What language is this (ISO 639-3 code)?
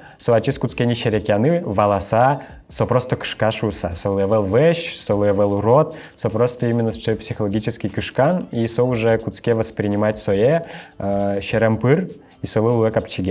udm